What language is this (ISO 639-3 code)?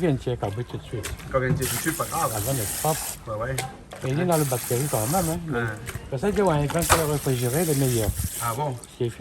rcf